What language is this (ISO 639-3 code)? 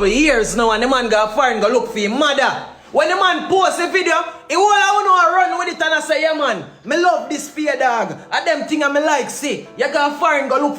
jam